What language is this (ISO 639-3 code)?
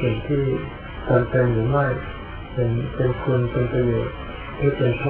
tha